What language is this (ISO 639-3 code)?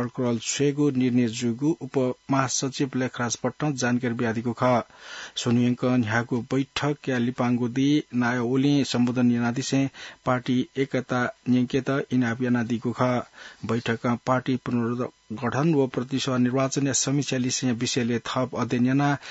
new